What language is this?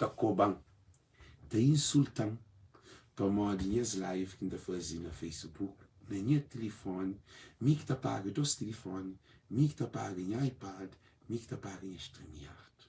Kabuverdianu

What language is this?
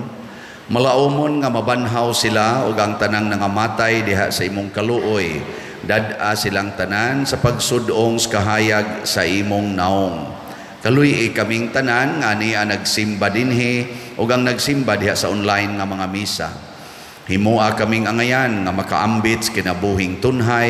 Cebuano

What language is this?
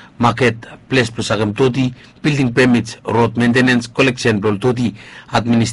Bislama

